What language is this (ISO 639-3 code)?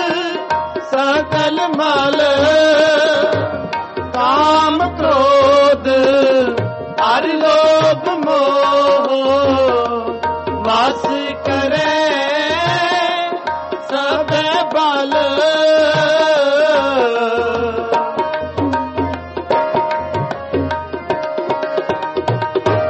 pan